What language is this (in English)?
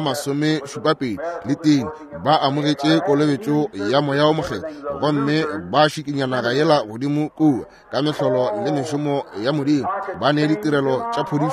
Northern Sotho